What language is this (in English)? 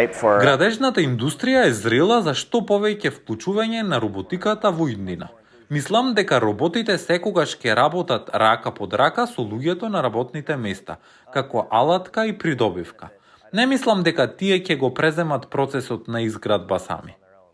Macedonian